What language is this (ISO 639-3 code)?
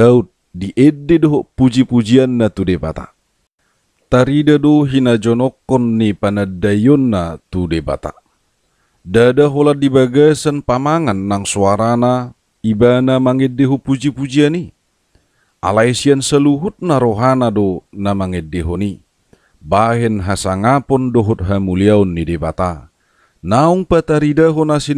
bbc